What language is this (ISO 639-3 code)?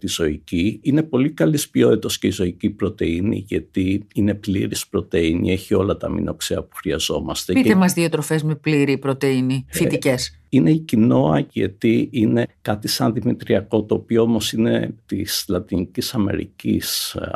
ell